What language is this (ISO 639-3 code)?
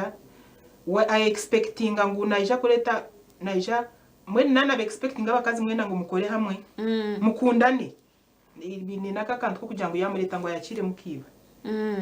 nyn